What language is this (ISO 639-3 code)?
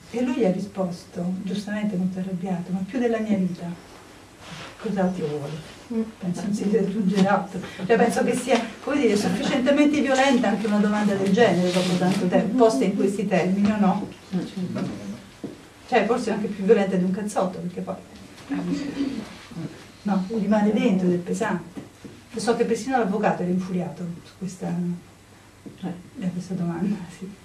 ita